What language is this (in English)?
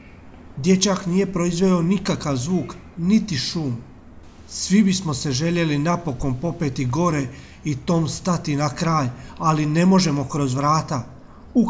Croatian